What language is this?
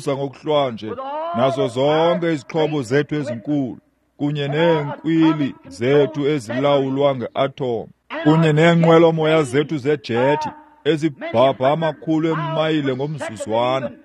Xhosa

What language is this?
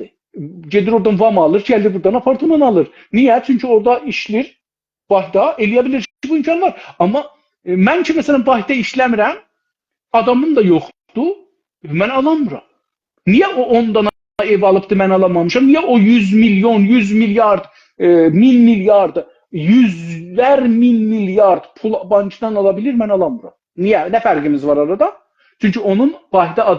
South Azerbaijani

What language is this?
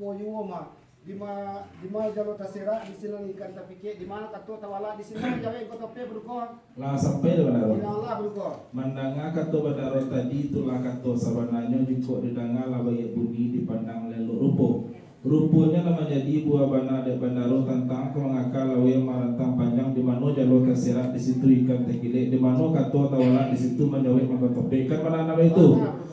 Minangkabau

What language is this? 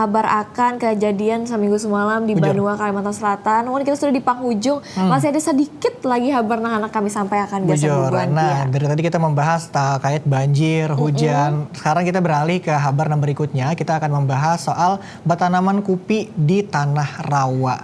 Banjar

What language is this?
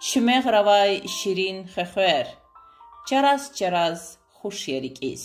Lezghian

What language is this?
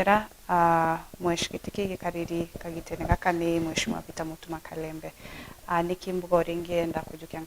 Meru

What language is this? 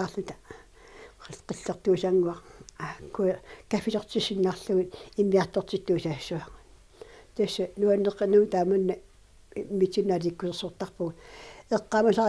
Kalaallisut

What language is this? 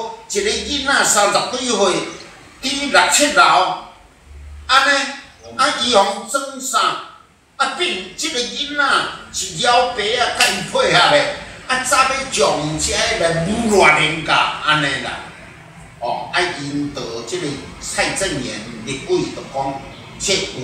Min Nan Chinese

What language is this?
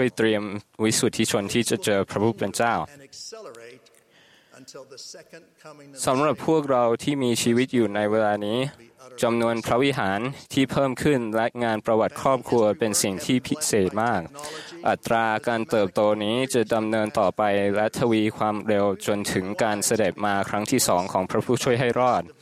Thai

